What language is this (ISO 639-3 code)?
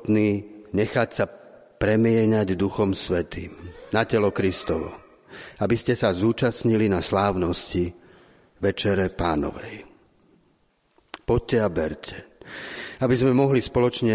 slk